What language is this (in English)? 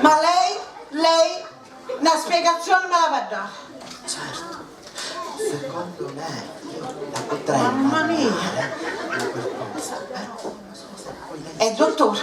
Sicilian